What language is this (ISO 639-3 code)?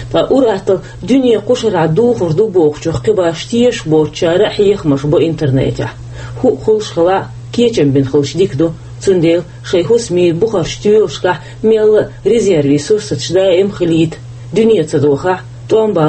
che